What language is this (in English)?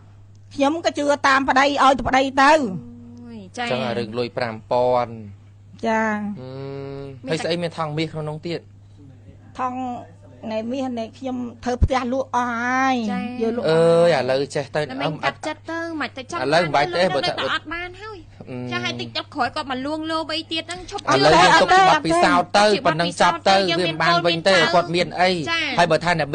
Khmer